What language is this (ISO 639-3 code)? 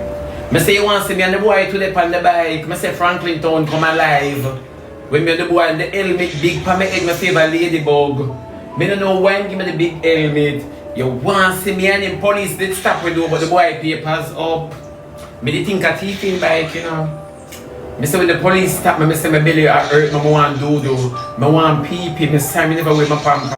jam